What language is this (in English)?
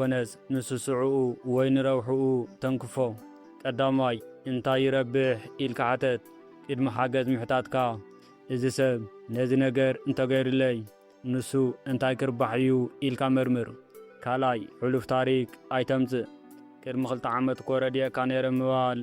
Tigrinya